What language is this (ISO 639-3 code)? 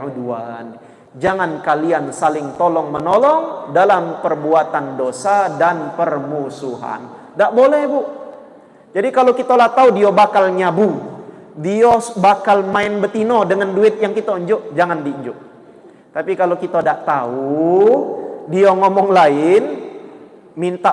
mui